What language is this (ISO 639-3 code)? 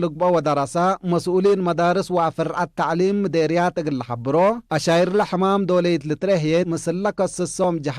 tig